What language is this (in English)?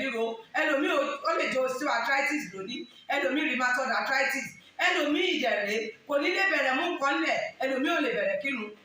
Yoruba